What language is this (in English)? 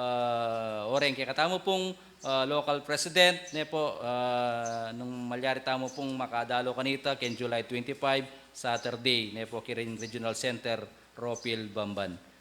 Pampanga